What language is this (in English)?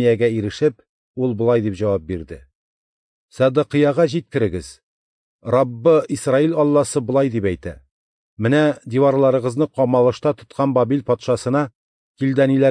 Tatar